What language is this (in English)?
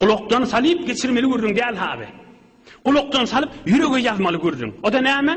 Turkmen